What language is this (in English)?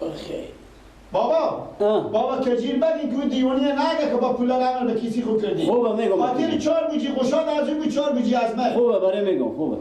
Persian